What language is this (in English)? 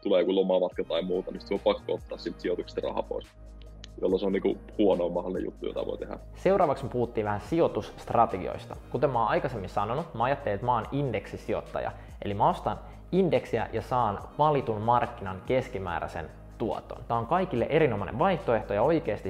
Finnish